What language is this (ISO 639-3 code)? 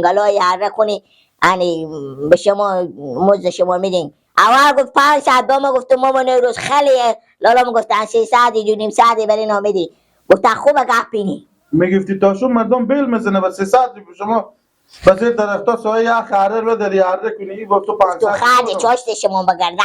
fas